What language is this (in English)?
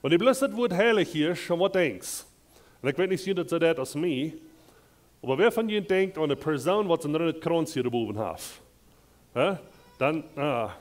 Plautdietsch